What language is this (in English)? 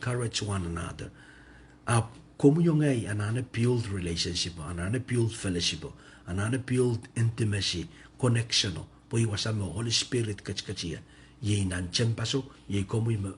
Pohnpeian